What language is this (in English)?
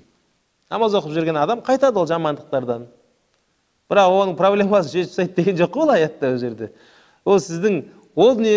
Kazakh